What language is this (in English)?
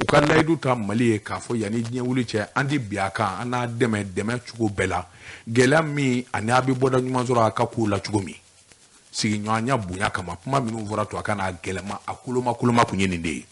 Bambara